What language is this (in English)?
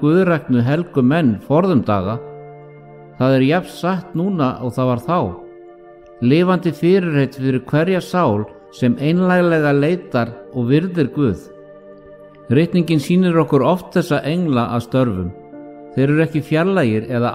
Icelandic